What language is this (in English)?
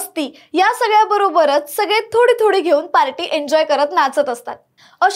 Marathi